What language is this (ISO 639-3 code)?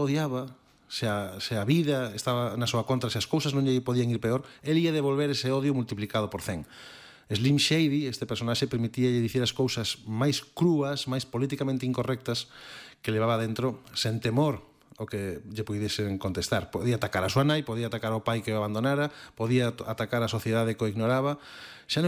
glg